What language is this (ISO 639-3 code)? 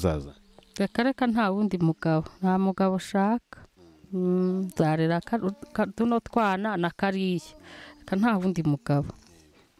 kin